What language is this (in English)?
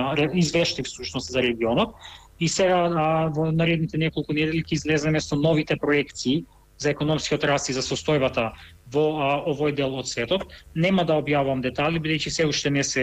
Macedonian